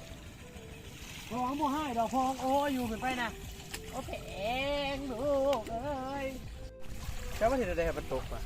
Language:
Lao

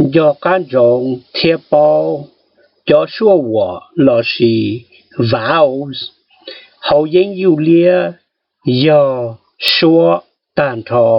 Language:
Hmong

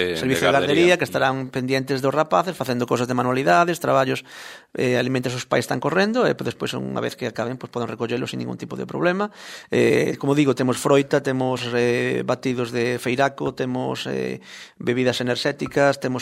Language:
Galician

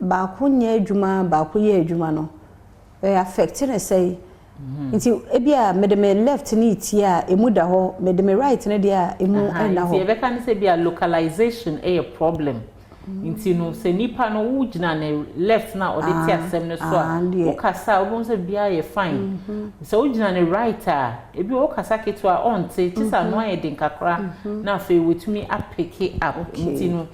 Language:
Akan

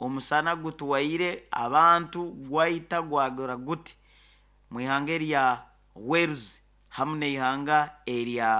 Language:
Nyoro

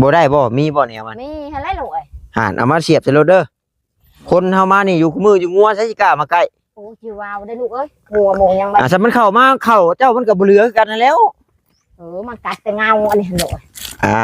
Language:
Northeastern Thai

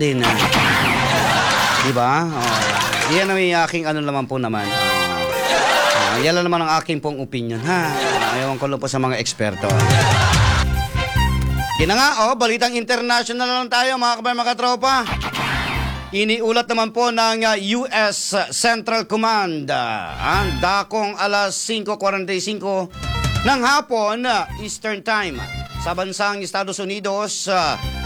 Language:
Filipino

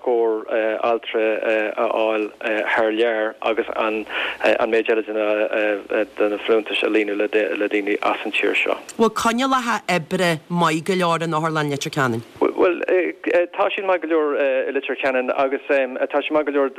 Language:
Irish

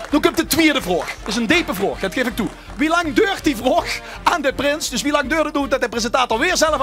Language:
Limburgish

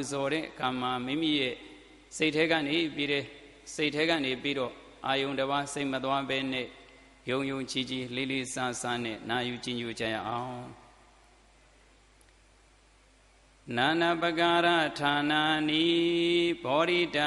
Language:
Burmese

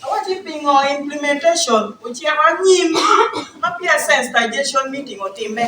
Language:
Acoli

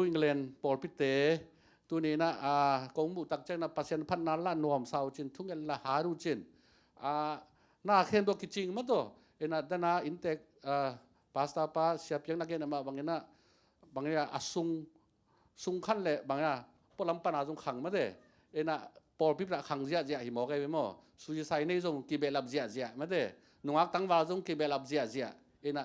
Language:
Tedim Chin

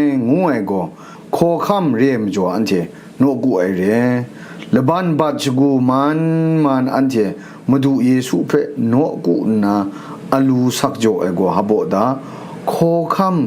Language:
Kachin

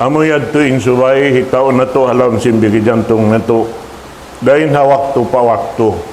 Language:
Tausug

